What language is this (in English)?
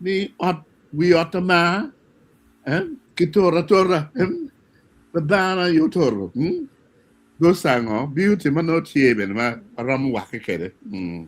Acoli